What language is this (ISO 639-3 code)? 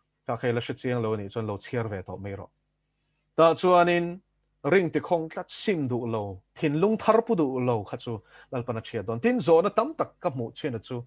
lus